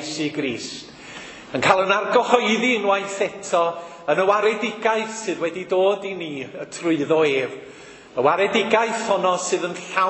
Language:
Welsh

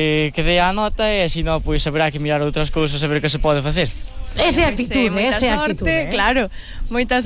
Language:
Galician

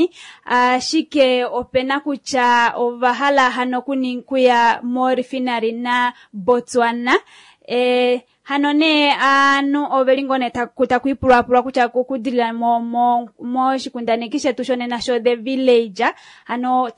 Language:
Kuanyama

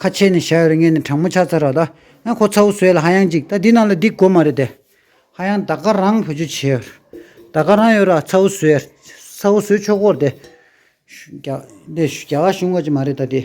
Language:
Tibetan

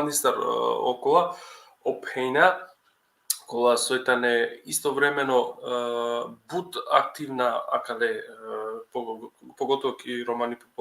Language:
Balkan Romani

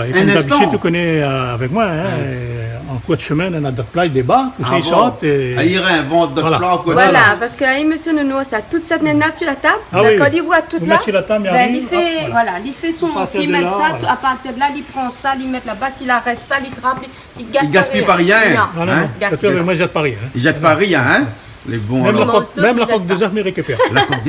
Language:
Réunion Creole French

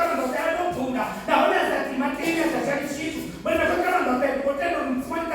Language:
Venda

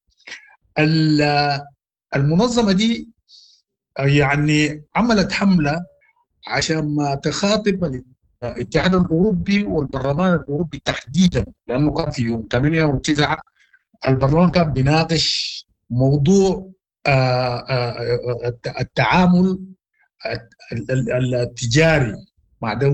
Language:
Sudanese Arabic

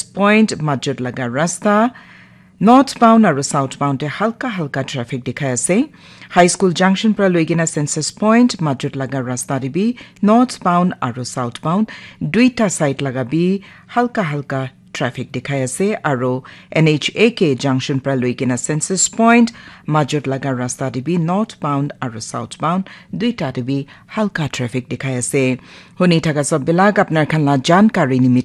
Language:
Naga Pidgin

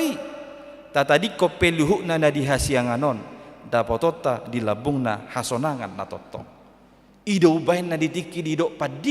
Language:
Batak Toba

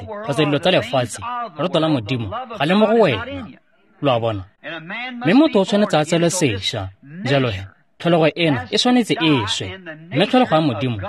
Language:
Tswana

